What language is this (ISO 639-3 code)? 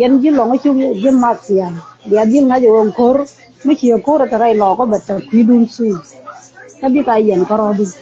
nus